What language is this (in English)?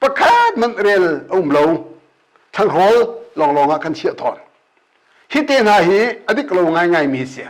Hakha Chin